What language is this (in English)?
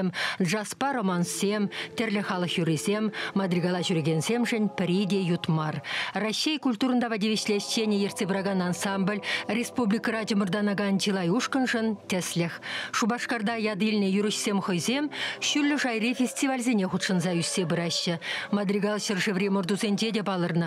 Chuvash